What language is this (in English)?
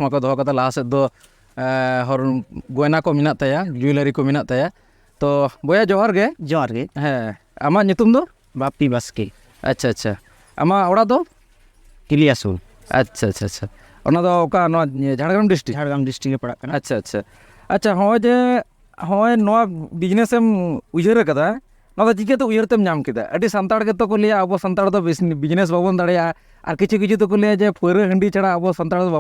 Santali